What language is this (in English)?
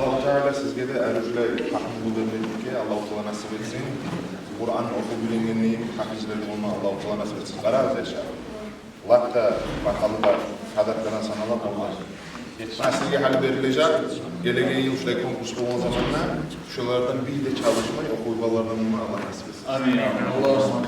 Kumyk